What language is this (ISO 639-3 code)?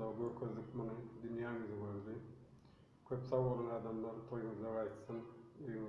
tuk